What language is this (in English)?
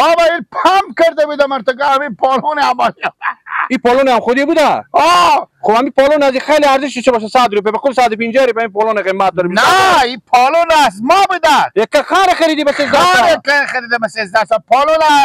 Persian